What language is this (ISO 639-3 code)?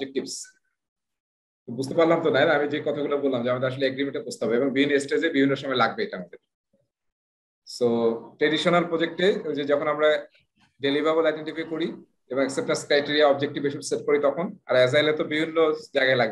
ben